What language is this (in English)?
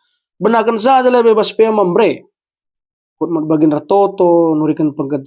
Batak Karo